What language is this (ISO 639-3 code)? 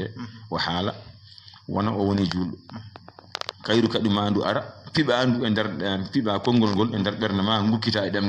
ful